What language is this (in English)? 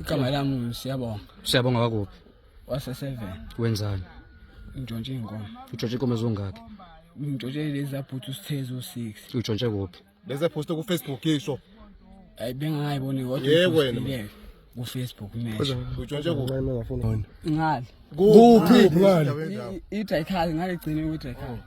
Zulu